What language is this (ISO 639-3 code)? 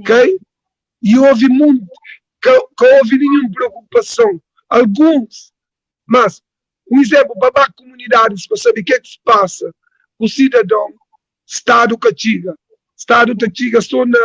kea